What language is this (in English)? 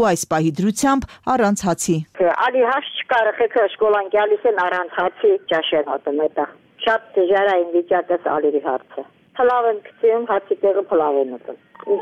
Armenian